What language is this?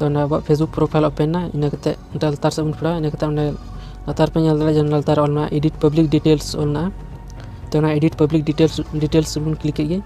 Santali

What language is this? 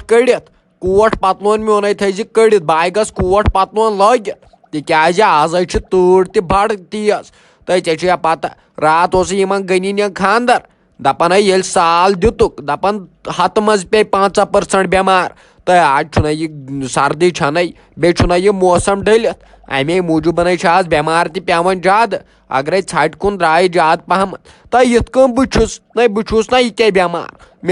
Kashmiri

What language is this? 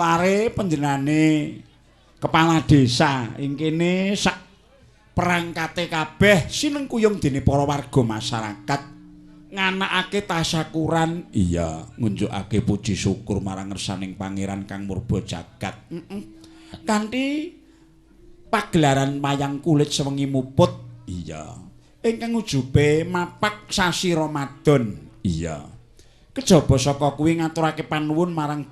Javanese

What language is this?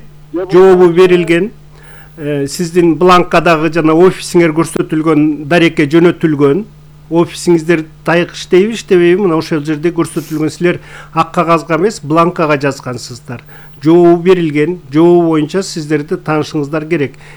Kyrgyz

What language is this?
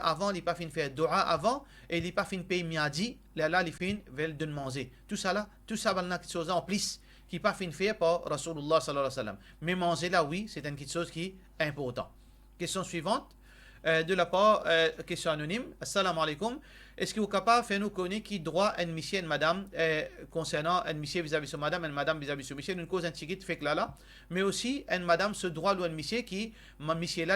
Morisyen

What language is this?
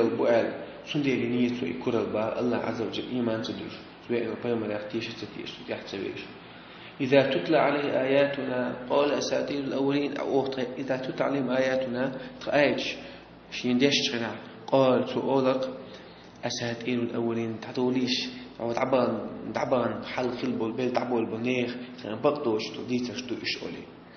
Chechen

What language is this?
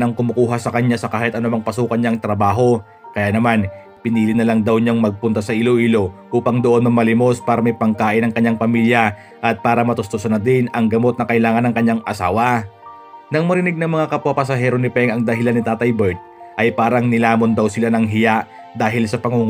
Filipino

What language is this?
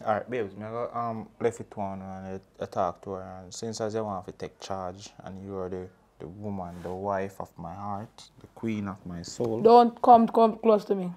Jamaican Creole English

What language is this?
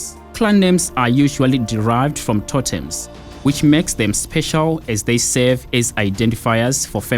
Tsonga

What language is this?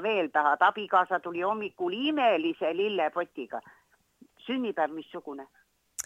Estonian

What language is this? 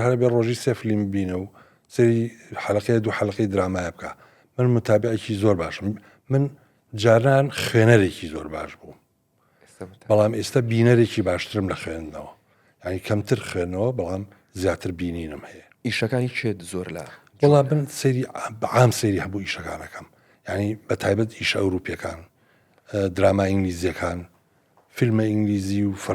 Central Kurdish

